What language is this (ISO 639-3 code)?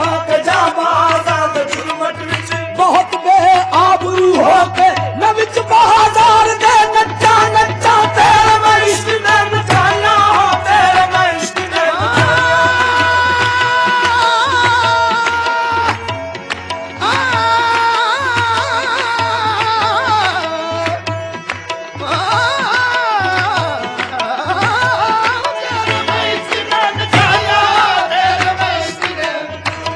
pan